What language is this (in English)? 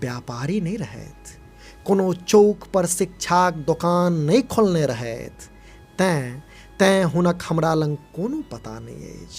Maithili